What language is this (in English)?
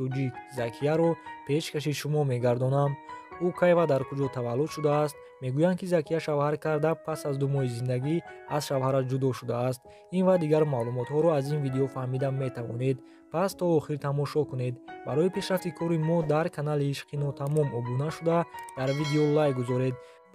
Tajik